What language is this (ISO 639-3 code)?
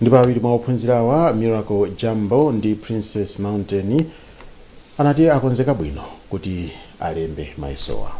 nya